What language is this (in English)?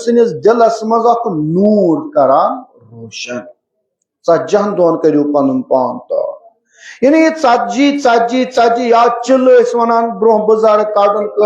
Kashmiri